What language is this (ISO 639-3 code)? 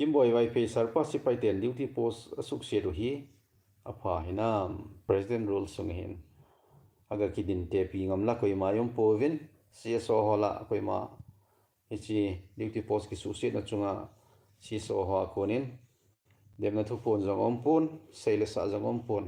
tcz